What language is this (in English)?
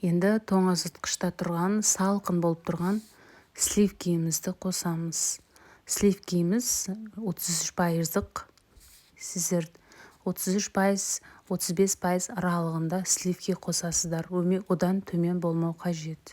Kazakh